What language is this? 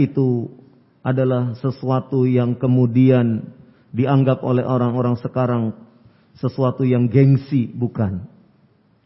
Indonesian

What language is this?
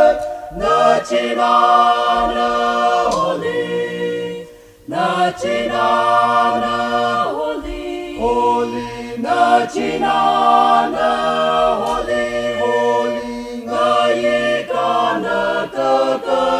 Tangkhul Naga (India)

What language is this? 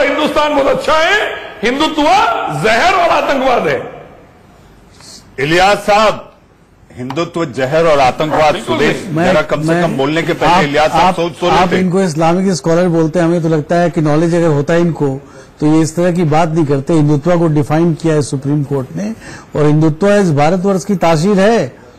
Hindi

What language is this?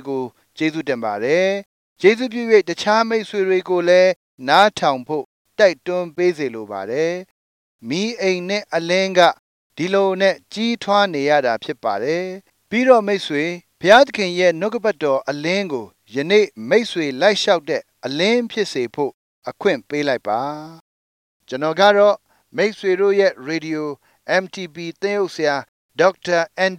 Burmese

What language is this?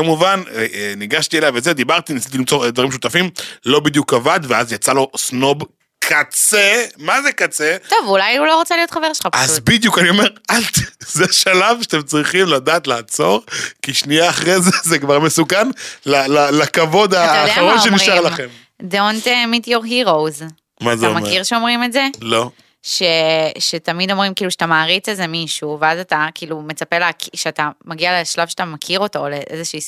Hebrew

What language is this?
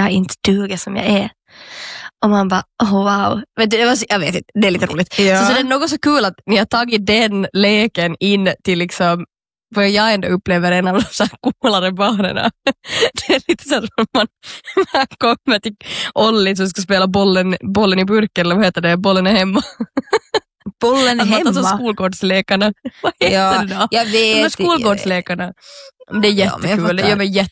Swedish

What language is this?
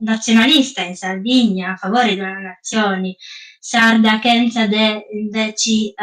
Sardinian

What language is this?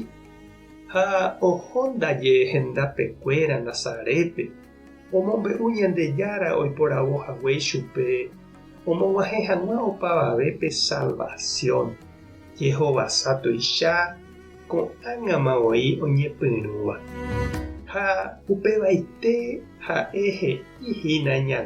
Guarani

